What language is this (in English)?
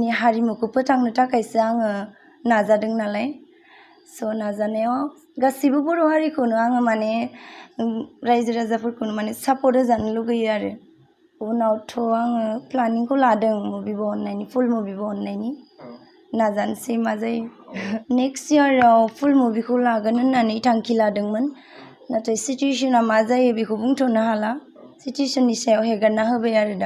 Bodo